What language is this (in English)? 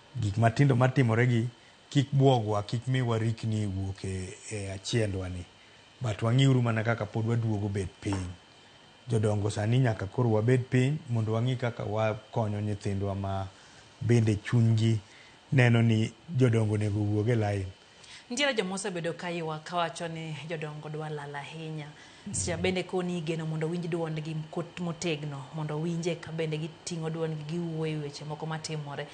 Luo (Kenya and Tanzania)